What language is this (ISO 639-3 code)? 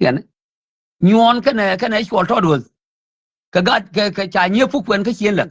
nus